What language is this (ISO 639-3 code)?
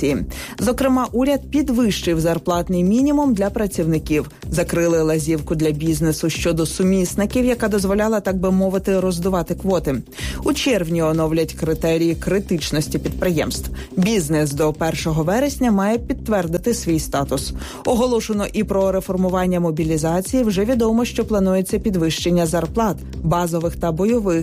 ukr